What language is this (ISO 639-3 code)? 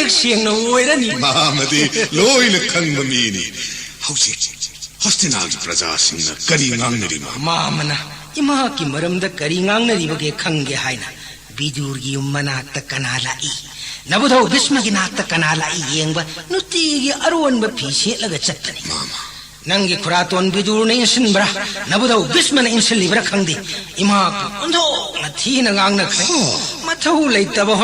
mni